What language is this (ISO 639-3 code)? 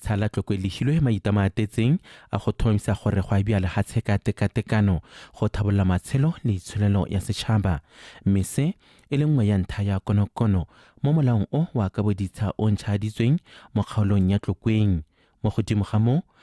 tsn